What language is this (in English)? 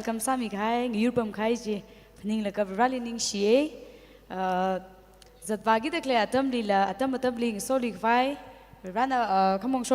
Tangkhul Naga (India)